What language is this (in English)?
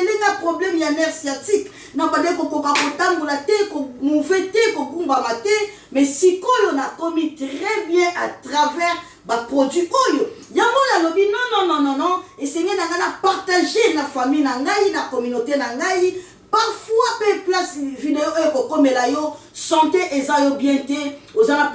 Lingala